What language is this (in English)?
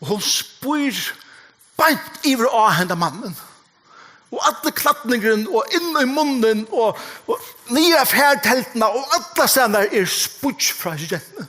Faroese